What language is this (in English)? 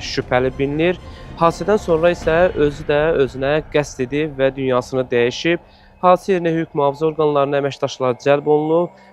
Azerbaijani